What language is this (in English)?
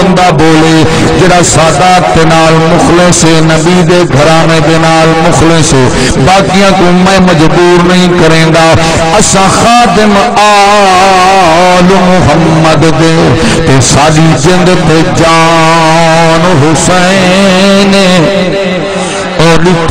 Saraiki